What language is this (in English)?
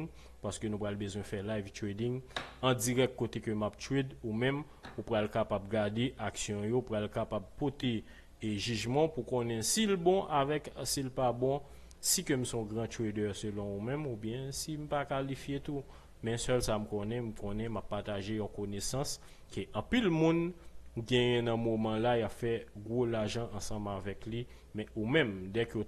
Haitian Creole